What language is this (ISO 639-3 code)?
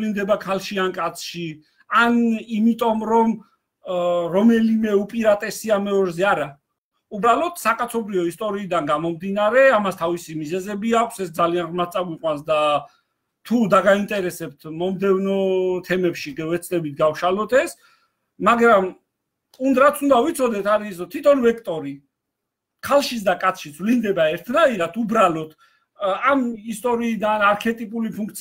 kat